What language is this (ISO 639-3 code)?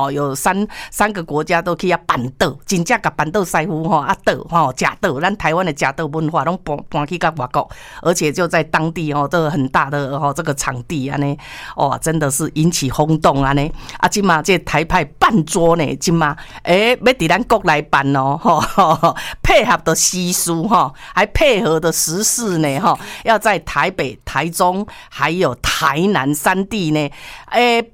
nan